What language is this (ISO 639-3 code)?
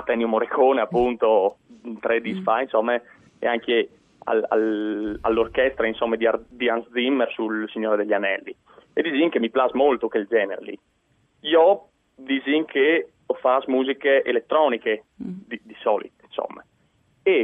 fur